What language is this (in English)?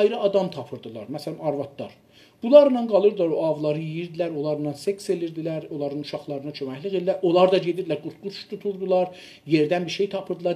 South Azerbaijani